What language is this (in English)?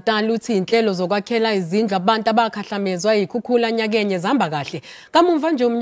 Zulu